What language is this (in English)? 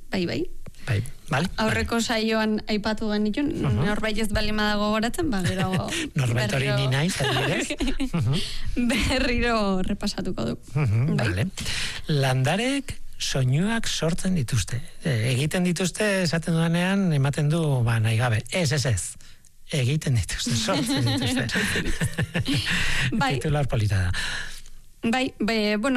Basque